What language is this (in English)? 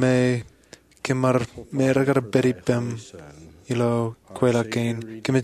Marshallese